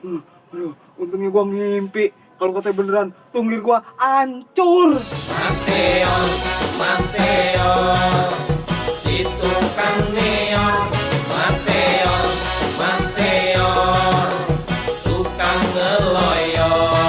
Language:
Betawi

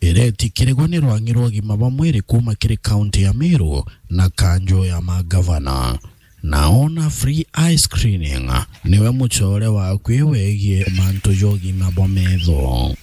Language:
Meru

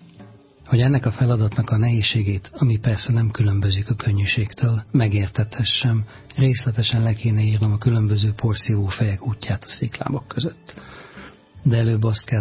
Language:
Hungarian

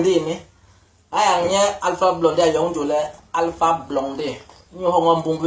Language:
Basaa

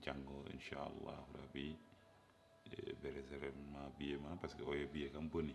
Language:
Fula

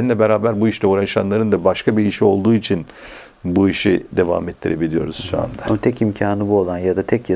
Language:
Turkish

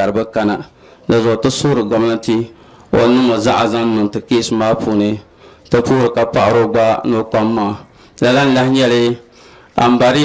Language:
Dagbani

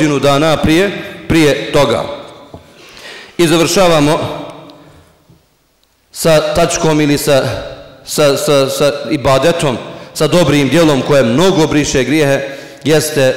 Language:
Bosnian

